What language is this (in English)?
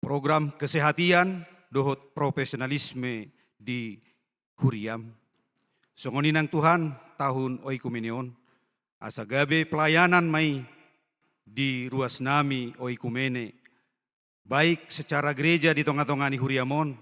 Batak Toba